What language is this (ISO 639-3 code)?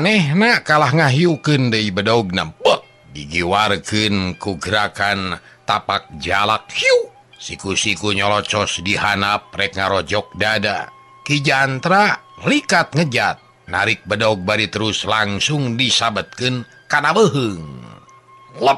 sun